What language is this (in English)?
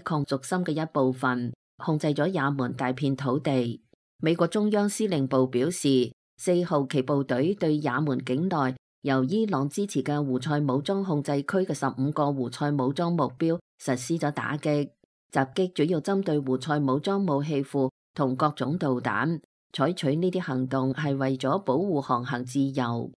Cantonese